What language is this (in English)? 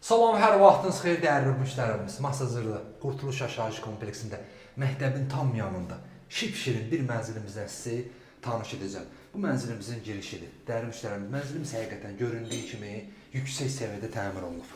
Azerbaijani